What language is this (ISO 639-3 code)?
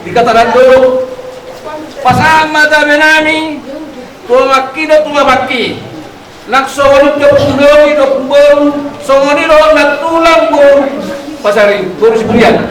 bbc